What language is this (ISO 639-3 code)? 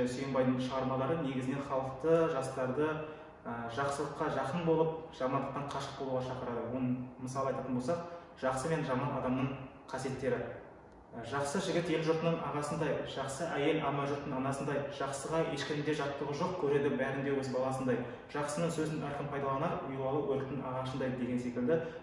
kaz